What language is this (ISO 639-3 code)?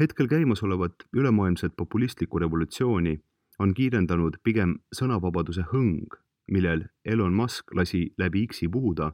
est